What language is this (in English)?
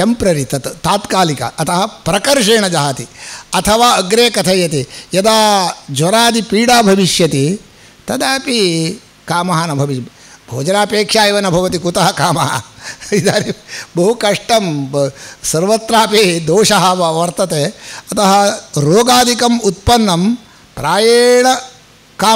Sanskrit